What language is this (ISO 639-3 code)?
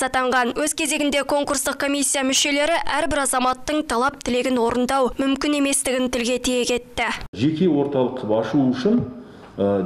kaz